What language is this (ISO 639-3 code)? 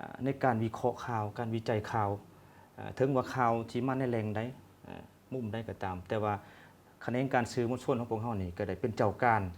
lao